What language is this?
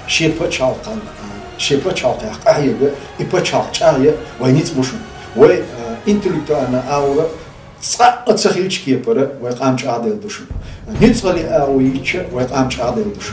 Chechen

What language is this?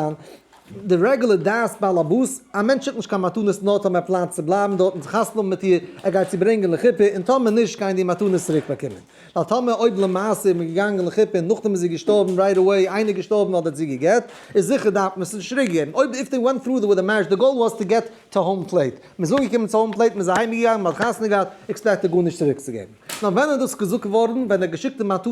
Yiddish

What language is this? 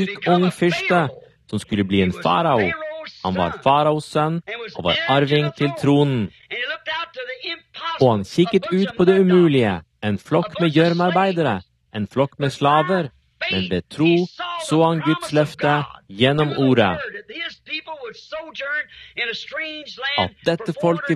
Norwegian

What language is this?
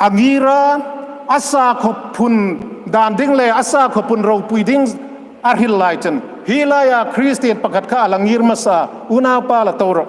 Hmar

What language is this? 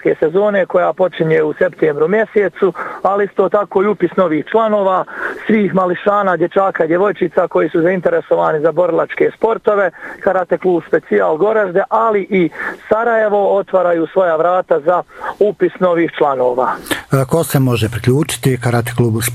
Bosnian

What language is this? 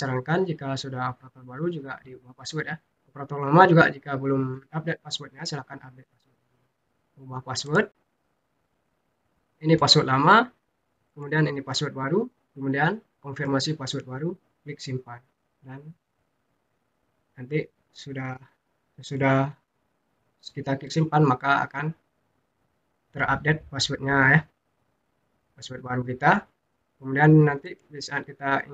Indonesian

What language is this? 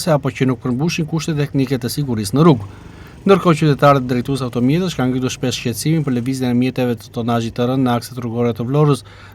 Albanian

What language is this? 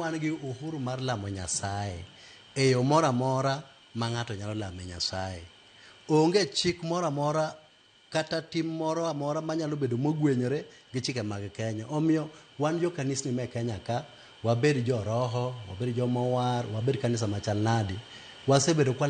Luo (Kenya and Tanzania)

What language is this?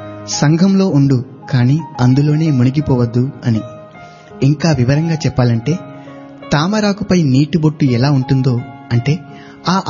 Telugu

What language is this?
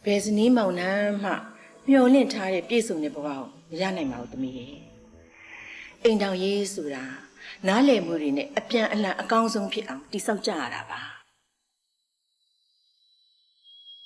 Burmese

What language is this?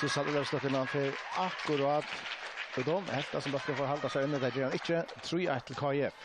Faroese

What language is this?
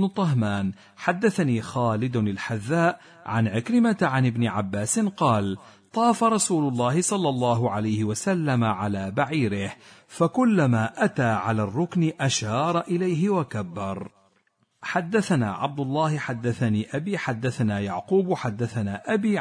Arabic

